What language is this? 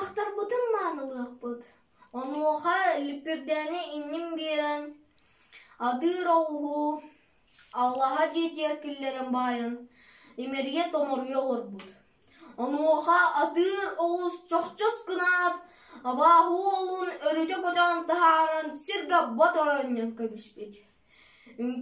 Yakut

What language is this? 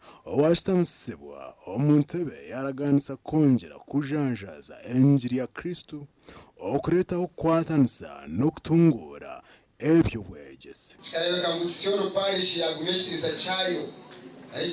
Nyankole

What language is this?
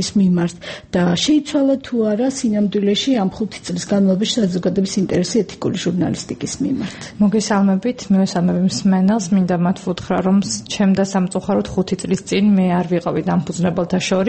Georgian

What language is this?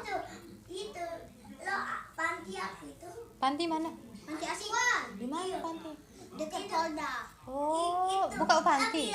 Musi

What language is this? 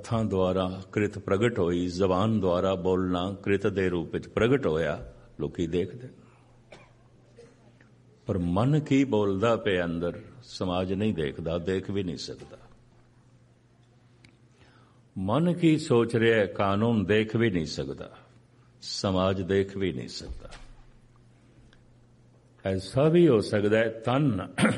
Punjabi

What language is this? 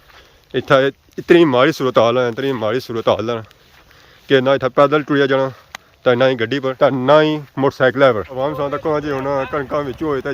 Pahari-Potwari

